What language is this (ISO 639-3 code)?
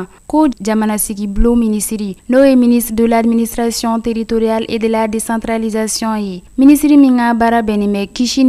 bam